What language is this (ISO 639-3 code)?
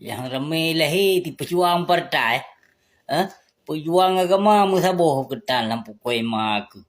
ace